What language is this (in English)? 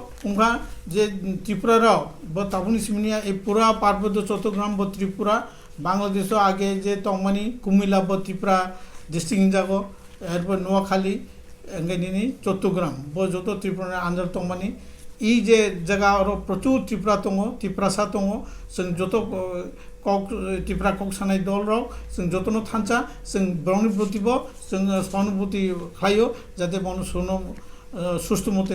Kok Borok